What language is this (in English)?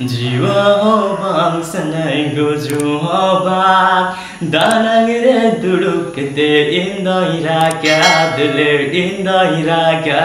Santali